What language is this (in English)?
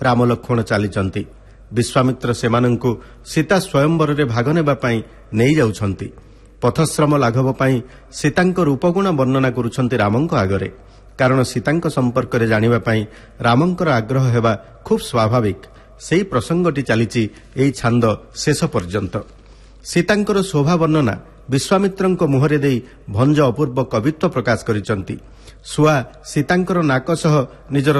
Odia